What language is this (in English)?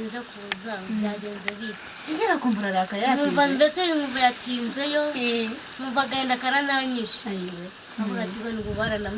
Kinyarwanda